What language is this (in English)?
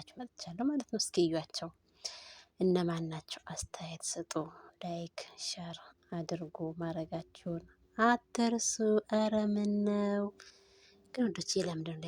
Amharic